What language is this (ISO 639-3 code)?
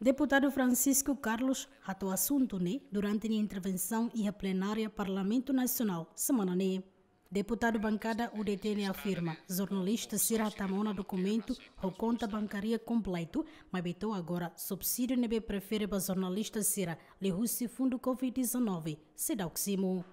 tet